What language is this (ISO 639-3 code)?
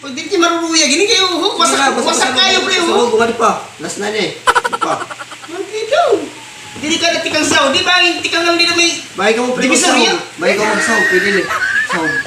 war